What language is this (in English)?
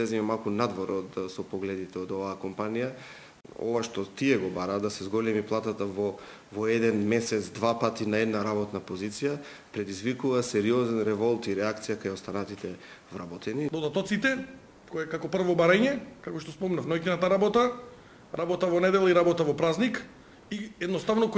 Macedonian